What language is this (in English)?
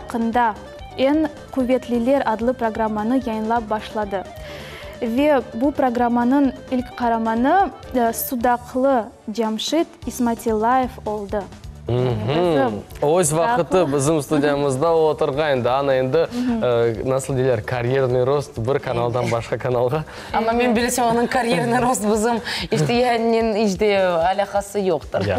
Crimean Tatar